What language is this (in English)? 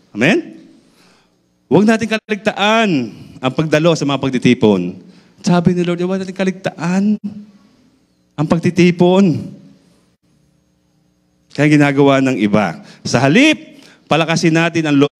Filipino